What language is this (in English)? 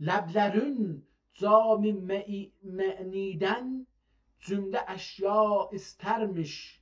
South Azerbaijani